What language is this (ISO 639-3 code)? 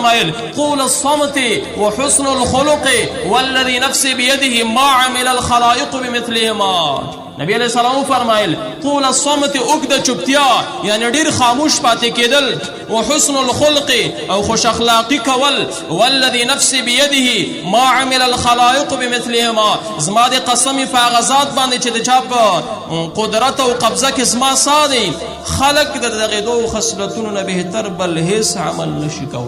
pus